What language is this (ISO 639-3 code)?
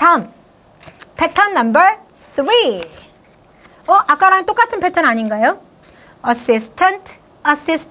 kor